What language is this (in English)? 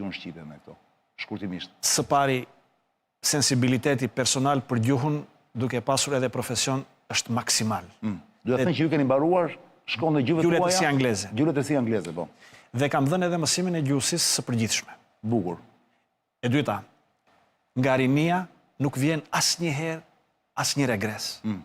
Albanian